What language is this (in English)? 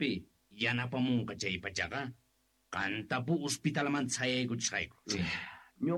South Bolivian Quechua